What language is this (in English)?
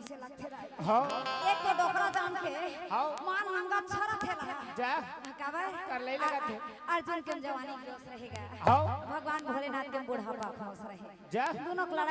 Chhattisgarhi